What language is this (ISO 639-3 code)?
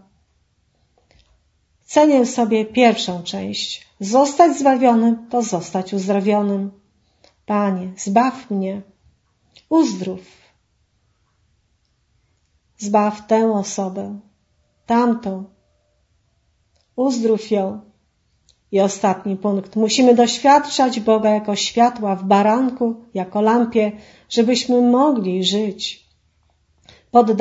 pol